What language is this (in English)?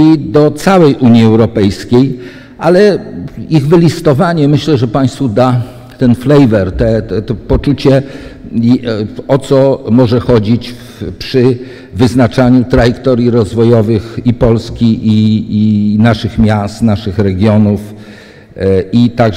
Polish